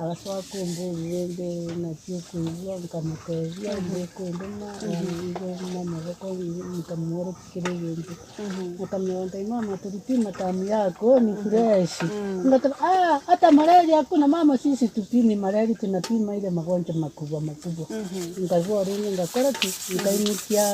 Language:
Gusii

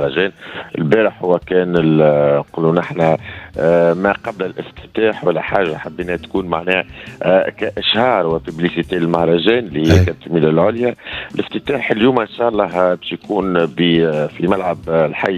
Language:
Tunisian Arabic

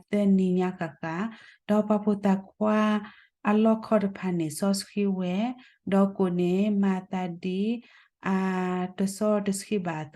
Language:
S'gaw Karen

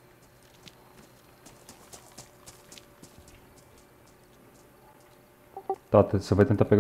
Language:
Portuguese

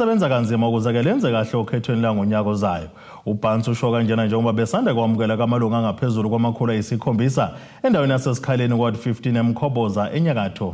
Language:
Zulu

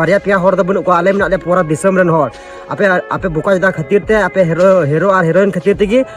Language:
Santali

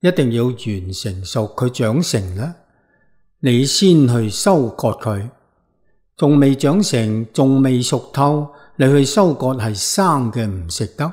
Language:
Cantonese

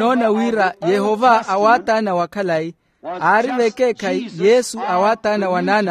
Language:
Makhuwa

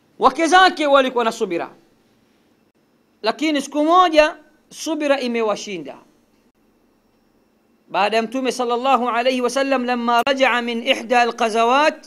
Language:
Swahili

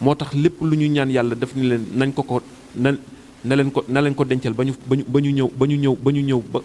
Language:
Wolof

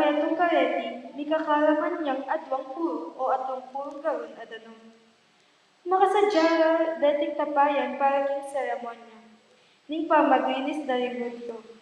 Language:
Pampanga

